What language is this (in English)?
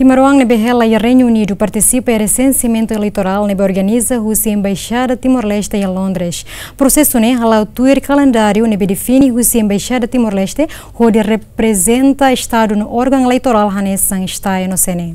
Tetum